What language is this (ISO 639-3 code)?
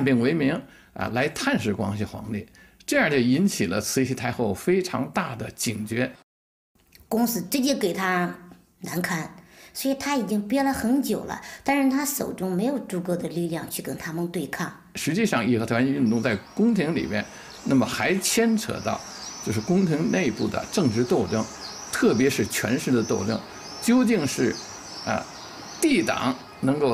zho